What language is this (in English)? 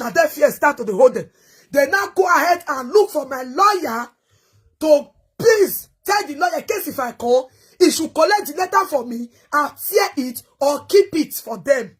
Nigerian Pidgin